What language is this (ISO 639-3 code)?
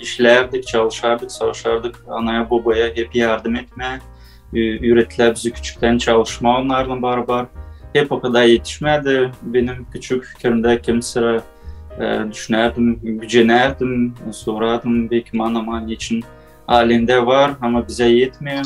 gag